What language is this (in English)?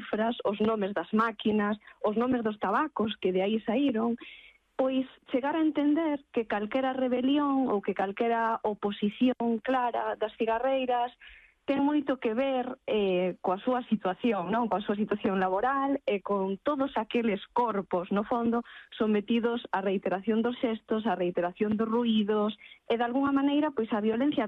Galician